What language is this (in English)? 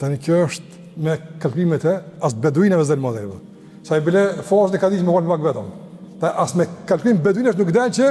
Albanian